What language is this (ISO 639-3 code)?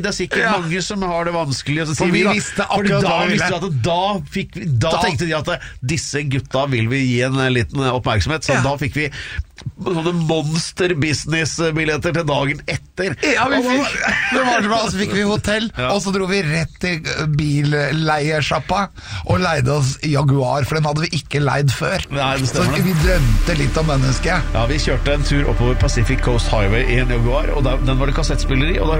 nor